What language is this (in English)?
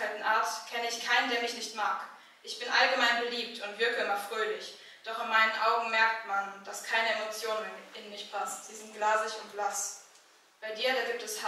German